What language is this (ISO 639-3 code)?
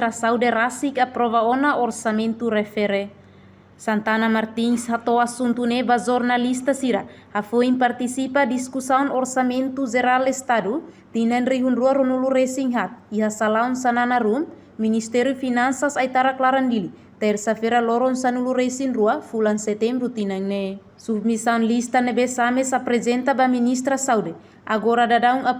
tet